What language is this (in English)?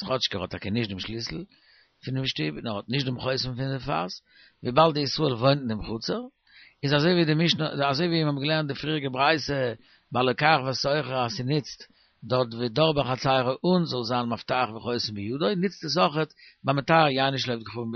Yiddish